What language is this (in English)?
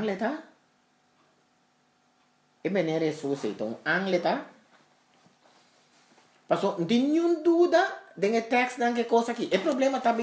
Papiamento